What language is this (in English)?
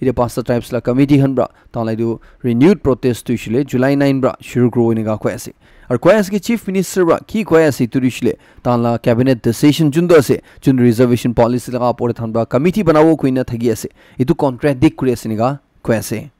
Naga Pidgin